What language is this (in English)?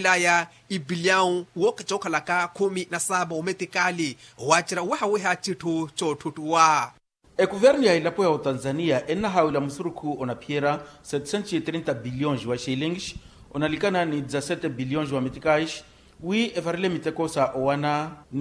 Makhuwa